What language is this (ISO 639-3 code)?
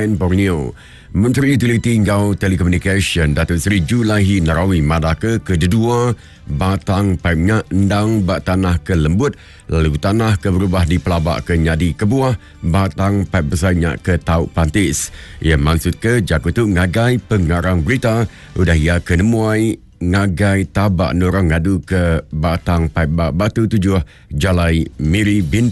iba